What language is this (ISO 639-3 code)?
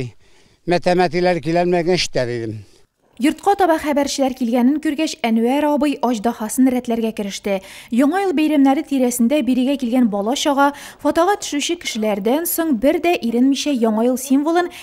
tat